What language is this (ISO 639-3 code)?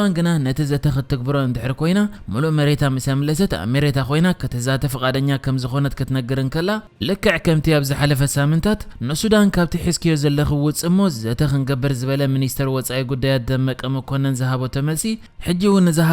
tir